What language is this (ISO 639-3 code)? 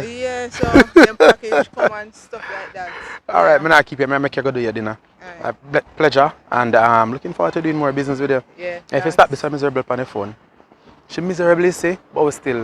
jam